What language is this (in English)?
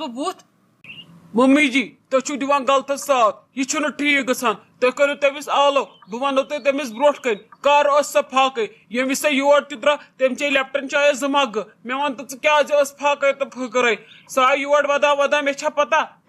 Kashmiri